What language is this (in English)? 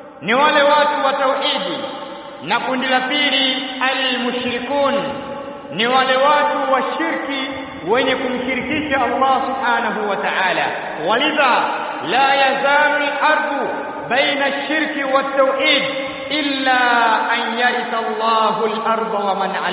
Swahili